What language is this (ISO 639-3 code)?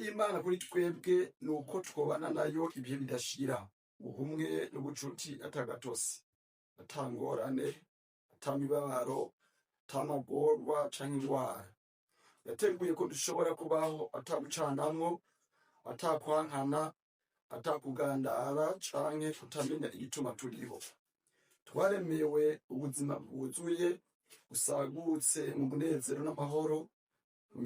run